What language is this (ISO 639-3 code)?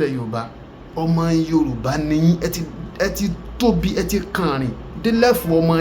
yor